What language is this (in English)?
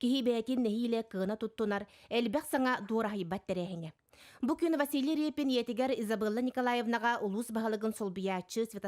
Yakut